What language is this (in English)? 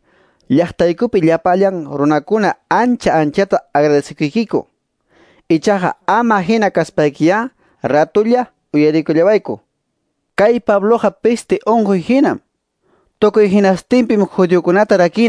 Quechua